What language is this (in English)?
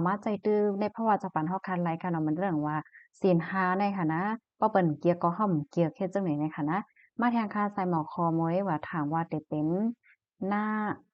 Shan